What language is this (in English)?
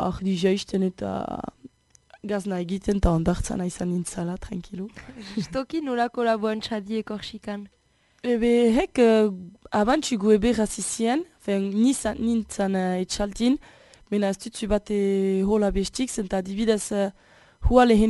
Basque